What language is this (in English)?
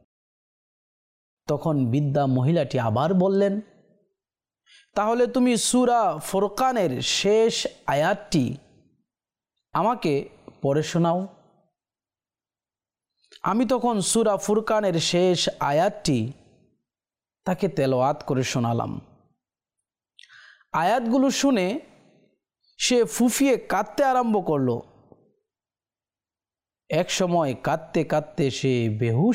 Bangla